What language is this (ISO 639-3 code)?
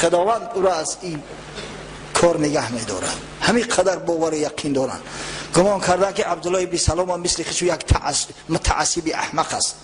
tgk